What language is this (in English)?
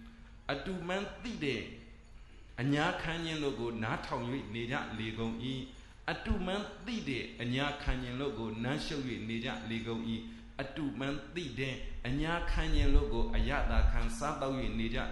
Burmese